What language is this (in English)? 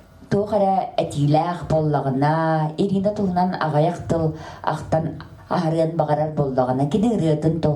Yakut